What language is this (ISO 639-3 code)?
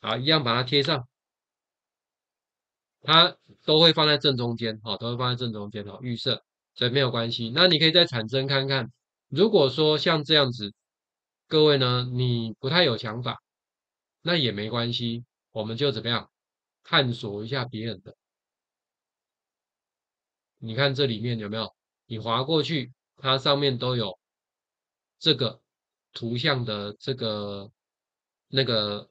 zho